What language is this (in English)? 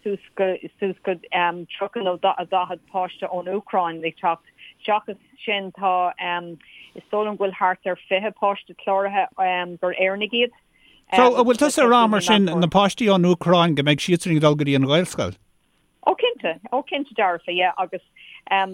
Irish